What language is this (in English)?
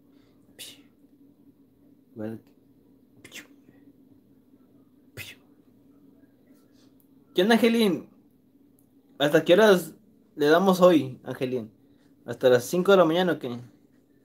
Spanish